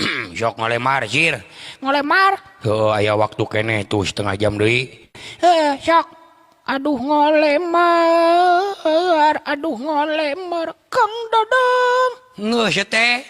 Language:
Sundanese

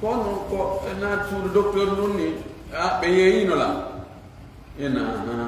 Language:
Pular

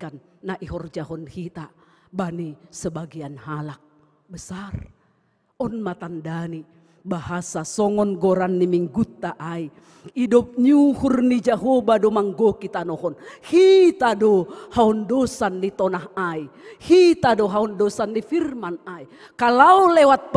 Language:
Batak Simalungun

